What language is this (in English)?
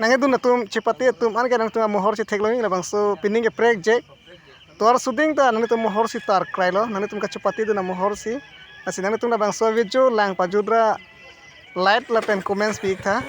Karbi